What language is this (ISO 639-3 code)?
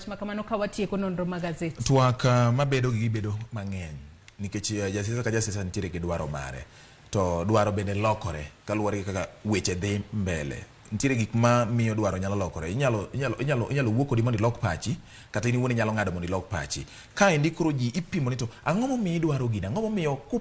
luo